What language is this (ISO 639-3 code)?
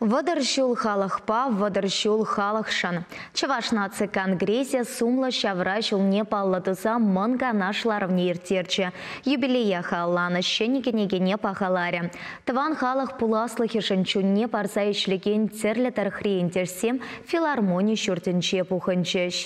chv